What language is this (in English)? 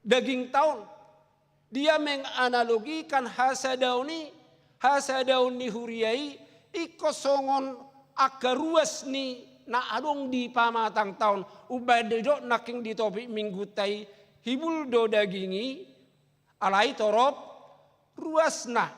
Batak Toba